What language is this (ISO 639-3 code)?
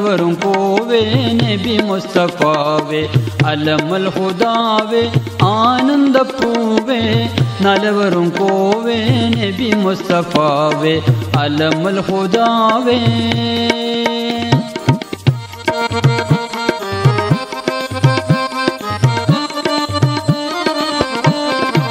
mal